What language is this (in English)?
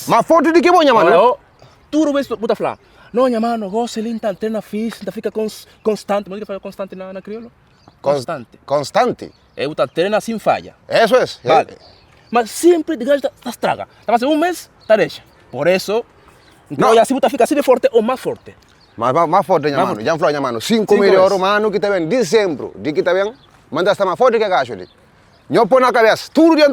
Kabuverdianu